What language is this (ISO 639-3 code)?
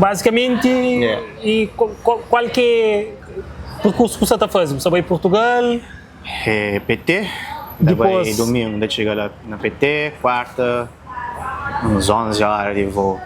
kea